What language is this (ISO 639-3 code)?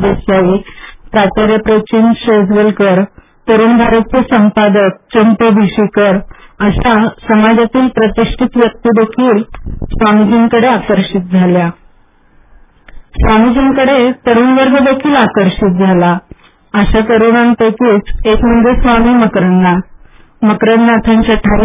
mar